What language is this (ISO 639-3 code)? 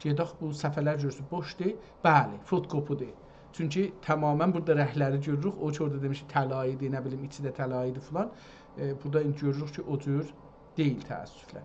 azb